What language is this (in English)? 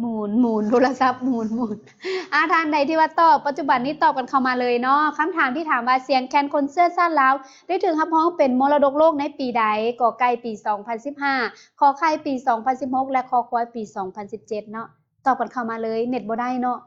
Lao